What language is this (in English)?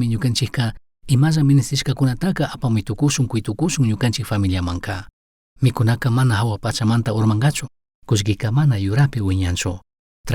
Chimborazo Highland Quichua